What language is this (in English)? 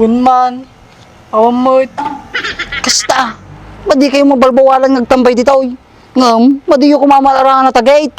Iloko